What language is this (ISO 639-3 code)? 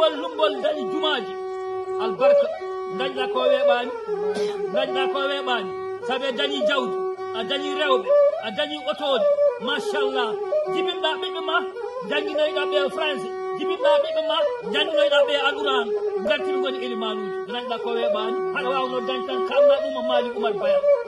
ful